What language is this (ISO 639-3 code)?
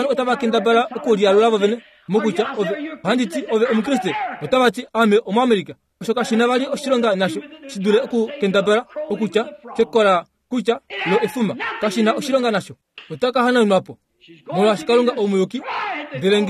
kua